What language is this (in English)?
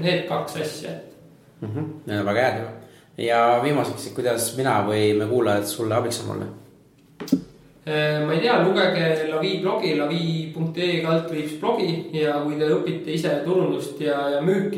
Estonian